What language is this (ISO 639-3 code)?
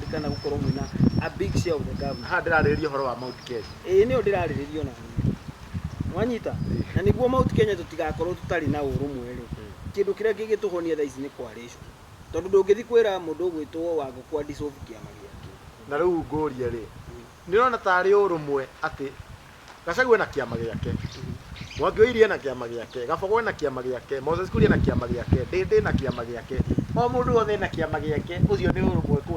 kik